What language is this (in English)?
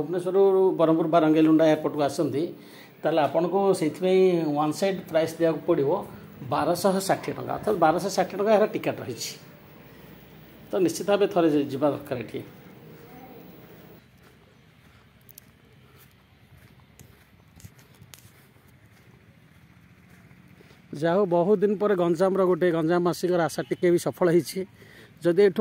Odia